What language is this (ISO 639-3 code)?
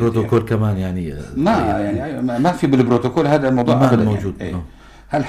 apc